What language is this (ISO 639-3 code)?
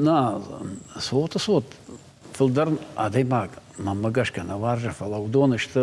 oss